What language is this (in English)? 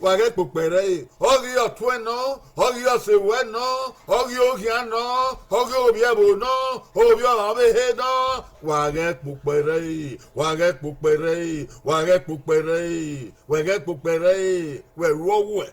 Bini